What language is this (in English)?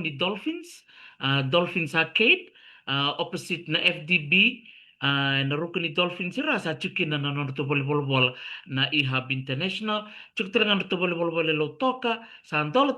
Fijian